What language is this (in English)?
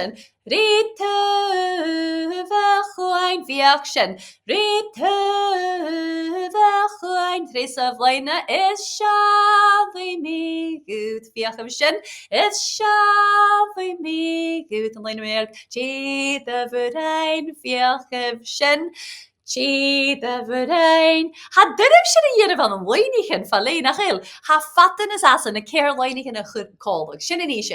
Scottish Gaelic